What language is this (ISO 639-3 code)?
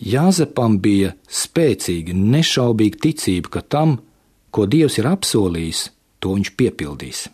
lav